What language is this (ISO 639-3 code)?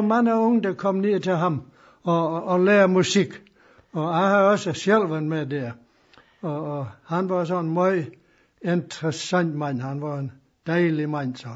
dan